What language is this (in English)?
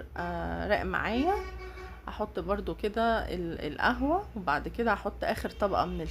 Egyptian Arabic